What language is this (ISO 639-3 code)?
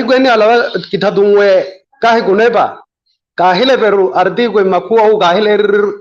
vmw